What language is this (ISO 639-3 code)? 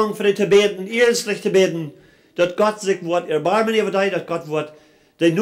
pdt